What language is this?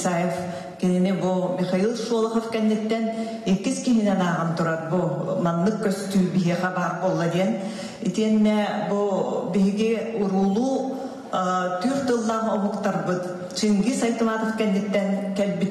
Yakut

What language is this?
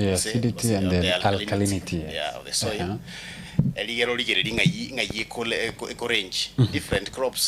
Gusii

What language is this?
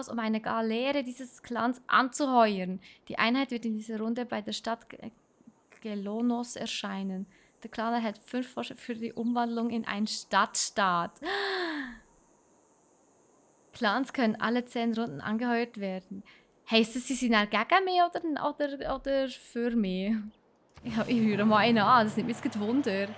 Swiss German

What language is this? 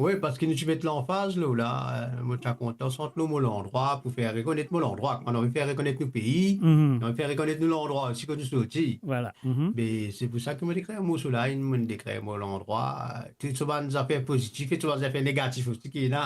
Morisyen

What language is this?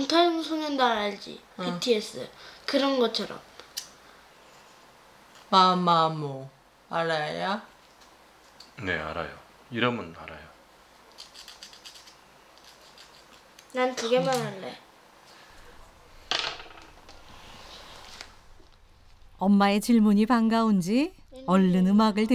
Korean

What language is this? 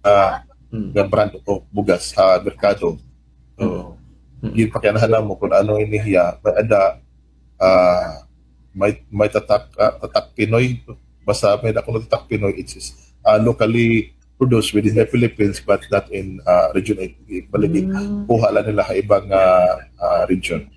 Waray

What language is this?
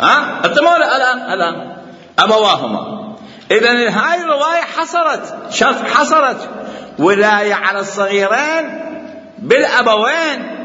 Mesopotamian Arabic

